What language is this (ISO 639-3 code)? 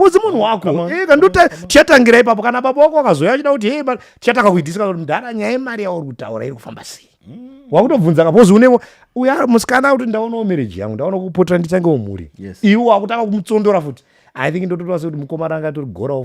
sna